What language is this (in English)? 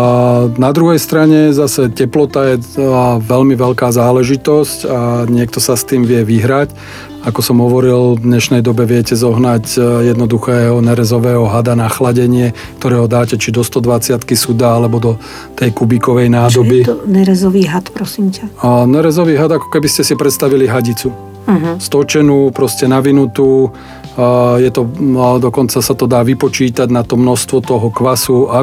Slovak